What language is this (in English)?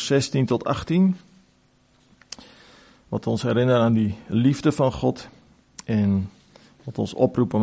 Afrikaans